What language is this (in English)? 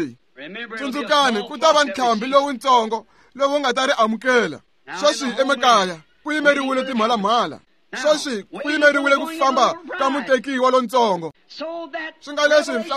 Tsonga